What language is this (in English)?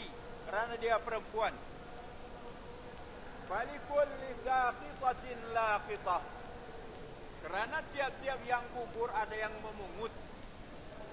Malay